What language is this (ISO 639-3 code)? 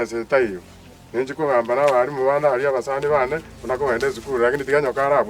guz